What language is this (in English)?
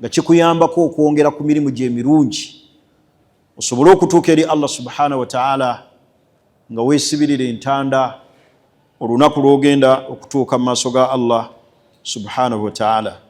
Ganda